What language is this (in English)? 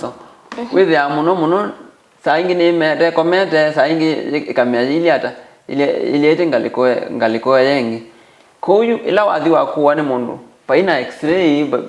Kamba